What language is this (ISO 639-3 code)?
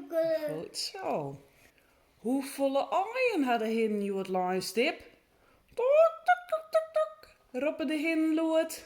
fry